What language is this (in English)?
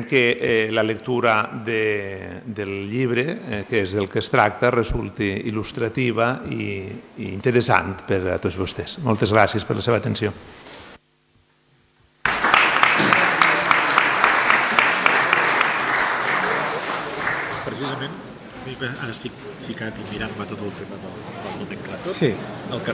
Catalan